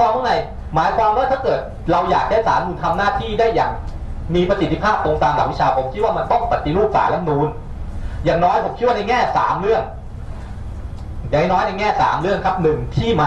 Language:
Thai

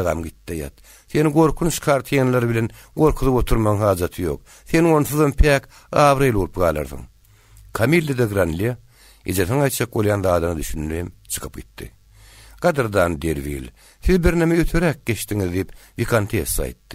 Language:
Turkmen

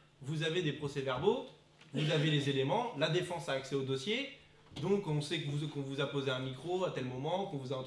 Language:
French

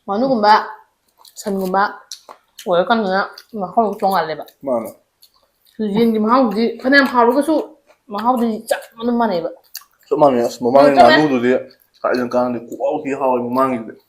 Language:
Manipuri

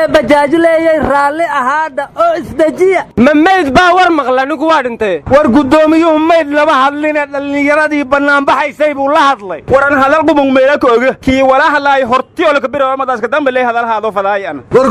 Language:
Somali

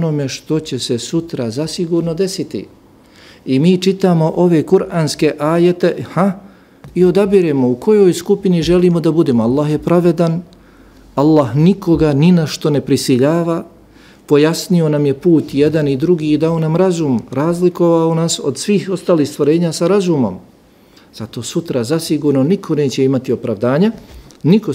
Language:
Bosnian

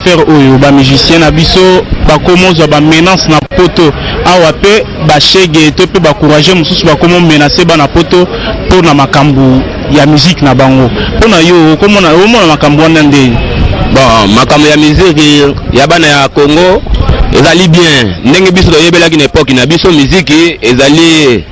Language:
Lingala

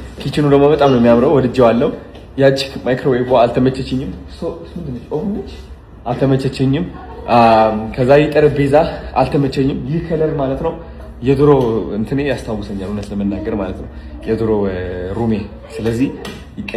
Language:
Amharic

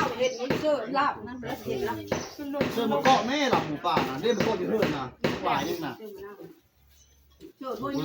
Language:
Northeastern Thai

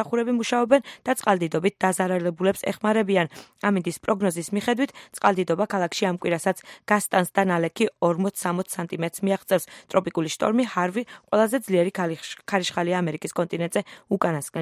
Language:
Georgian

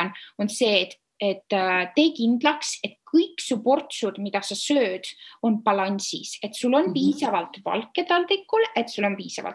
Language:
Estonian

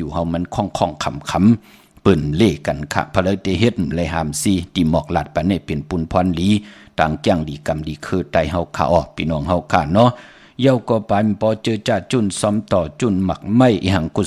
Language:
Shan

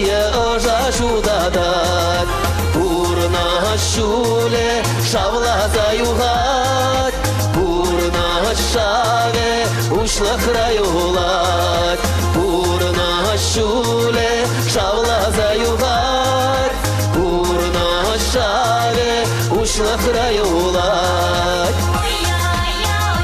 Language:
Chuvash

